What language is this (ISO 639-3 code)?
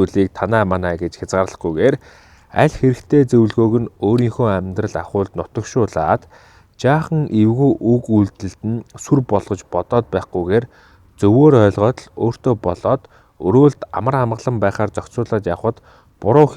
mon